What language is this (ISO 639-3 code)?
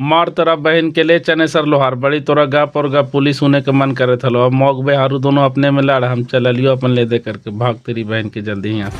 mag